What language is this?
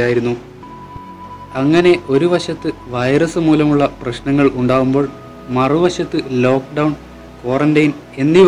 Malayalam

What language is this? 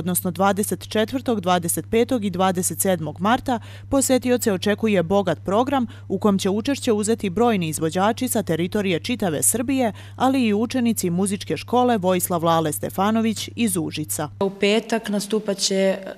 Serbian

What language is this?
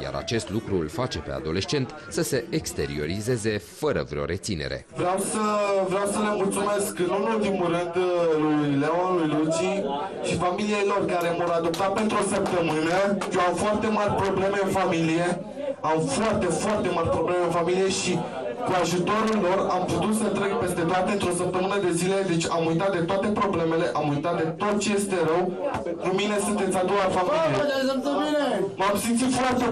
Romanian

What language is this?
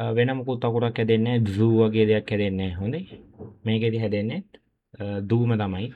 Sinhala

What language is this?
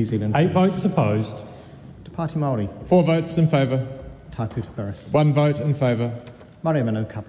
English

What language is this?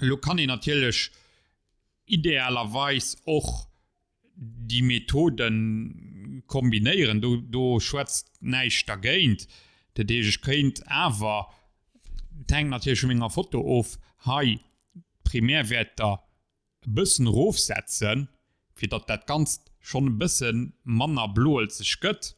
Luxembourgish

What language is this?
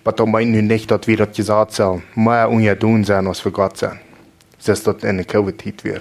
Plautdietsch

